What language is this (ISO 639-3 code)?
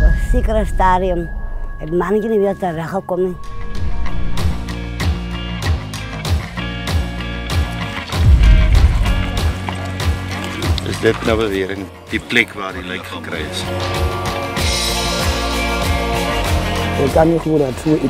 afr